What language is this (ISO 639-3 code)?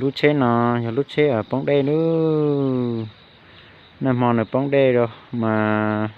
hmn